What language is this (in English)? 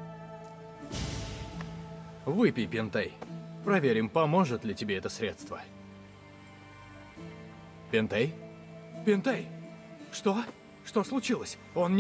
Russian